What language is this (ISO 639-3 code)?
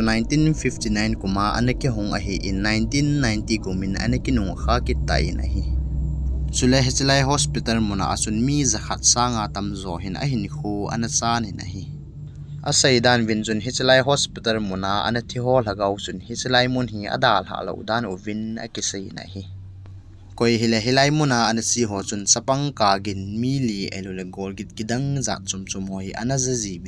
tcz